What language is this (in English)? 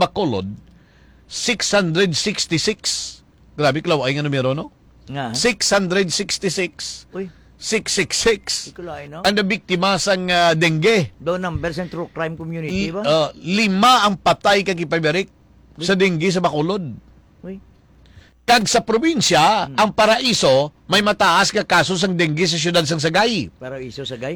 Hiligaynon